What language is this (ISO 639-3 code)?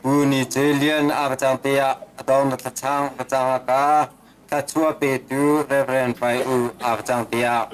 cnh